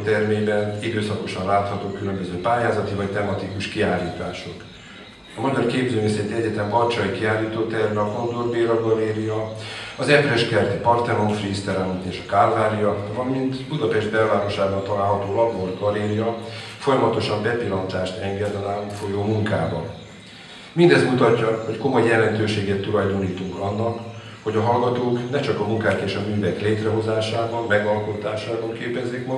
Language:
Hungarian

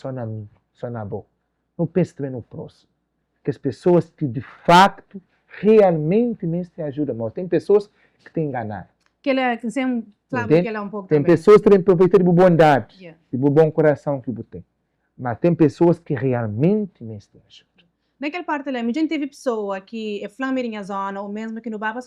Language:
Kabuverdianu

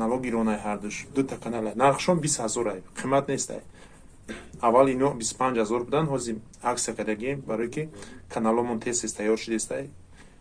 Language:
Tajik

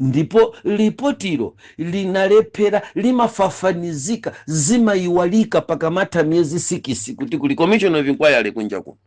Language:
Nyanja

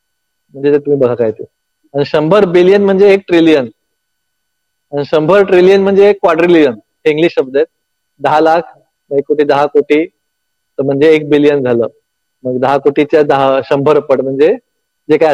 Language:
Marathi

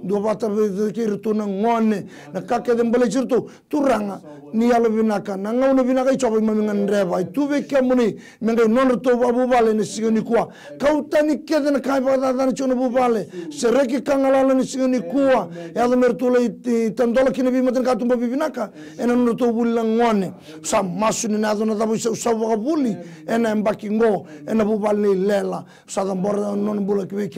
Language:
Fijian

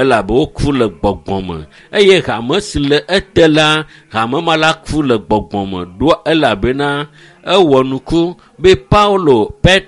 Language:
Ewe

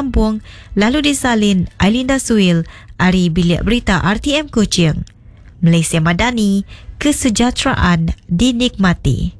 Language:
Iban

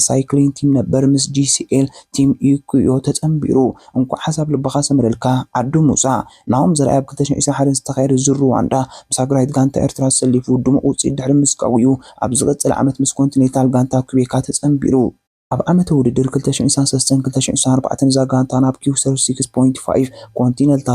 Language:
Tigrinya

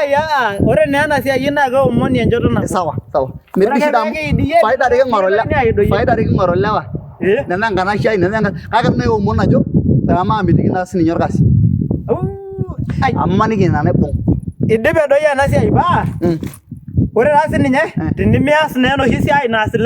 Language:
Masai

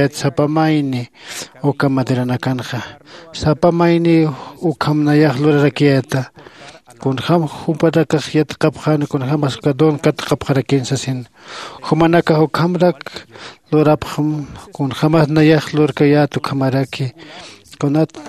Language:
Aymara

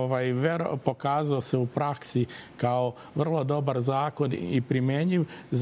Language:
Serbian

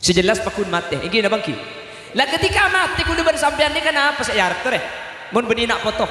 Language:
Madurese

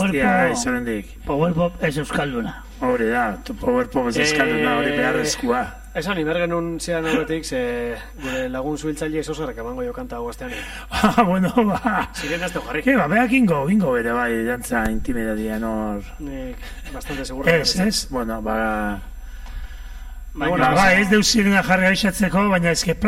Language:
Basque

